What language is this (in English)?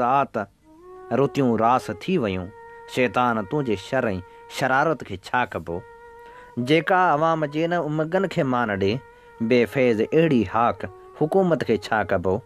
Sindhi